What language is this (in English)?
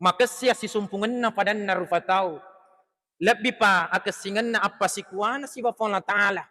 Buginese